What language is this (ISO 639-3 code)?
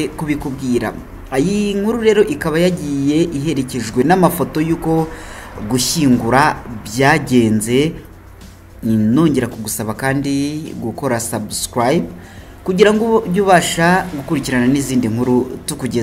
kin